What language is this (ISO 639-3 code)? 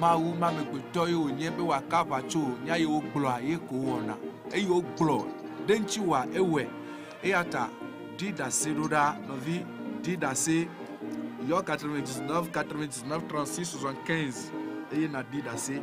ewe